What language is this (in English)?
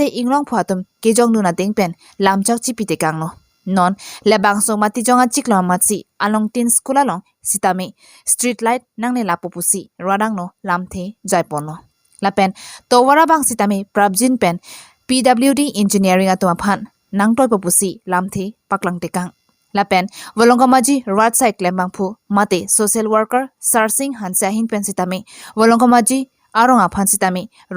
Karbi